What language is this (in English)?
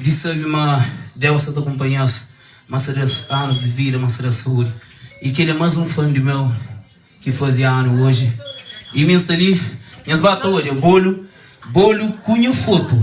Kabuverdianu